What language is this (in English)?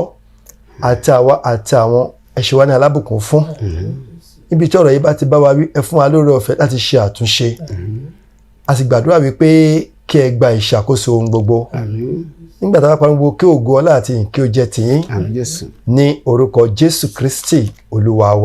Yoruba